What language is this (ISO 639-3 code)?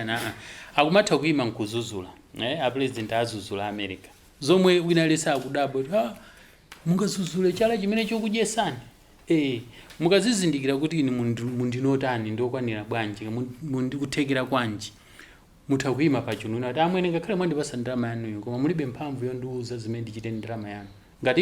nya